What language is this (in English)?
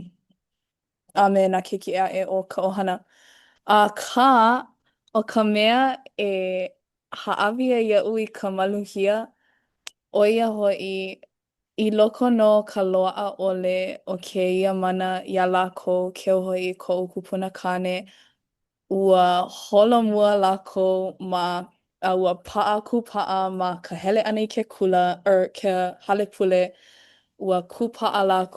Hawaiian